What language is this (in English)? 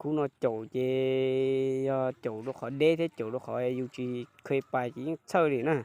Hmong